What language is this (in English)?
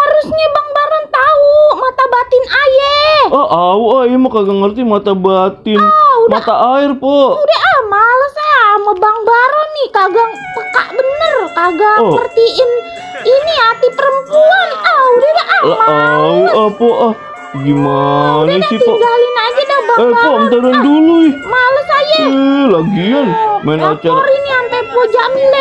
Betawi